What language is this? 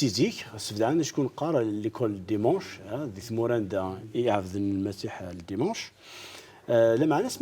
Kabyle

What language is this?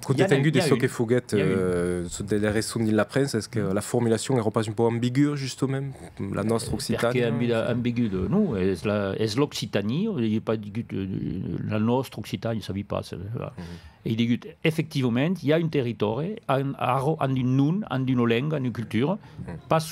Occitan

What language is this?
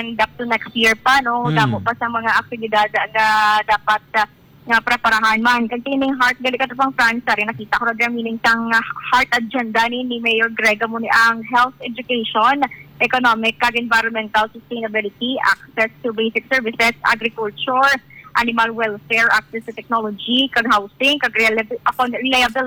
Hiligaynon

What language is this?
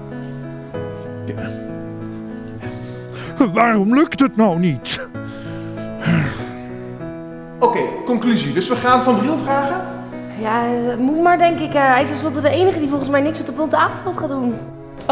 Dutch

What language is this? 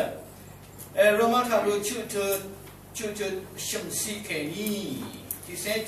Rawang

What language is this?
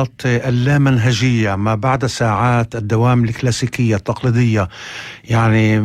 North Levantine Arabic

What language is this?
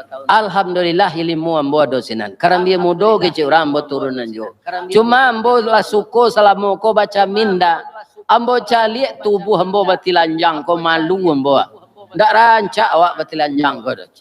Minangkabau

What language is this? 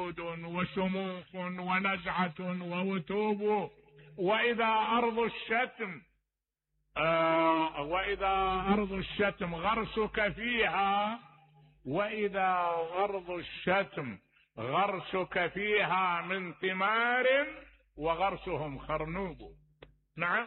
Mesopotamian Arabic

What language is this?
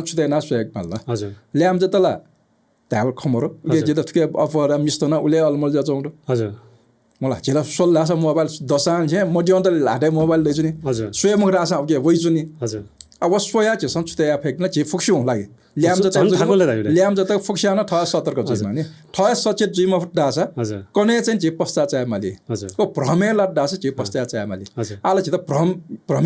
Newari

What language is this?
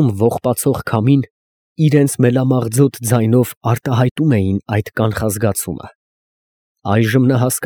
Armenian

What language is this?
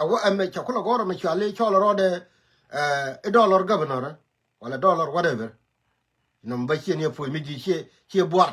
Nuer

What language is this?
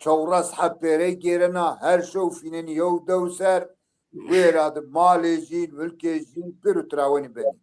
Zaza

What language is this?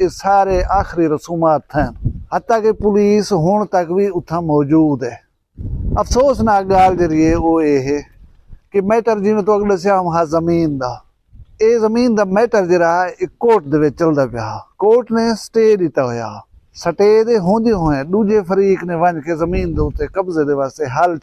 Saraiki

